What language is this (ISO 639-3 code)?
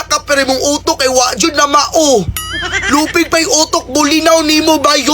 ceb